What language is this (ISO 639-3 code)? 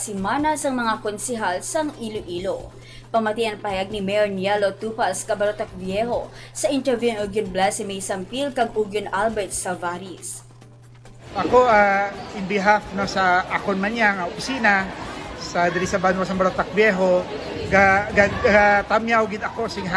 hil